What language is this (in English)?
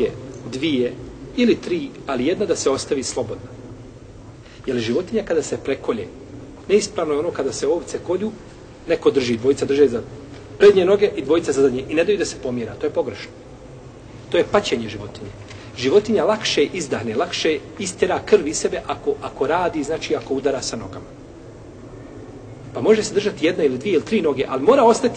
Bosnian